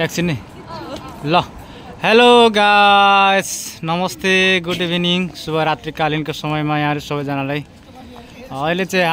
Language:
Nepali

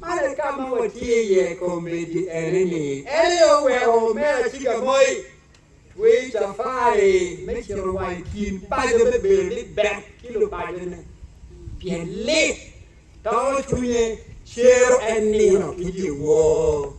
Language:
Acoli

